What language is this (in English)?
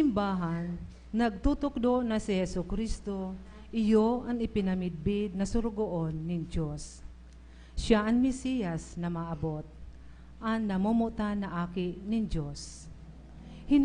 Bikol